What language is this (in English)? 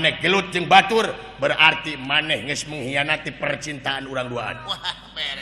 Sundanese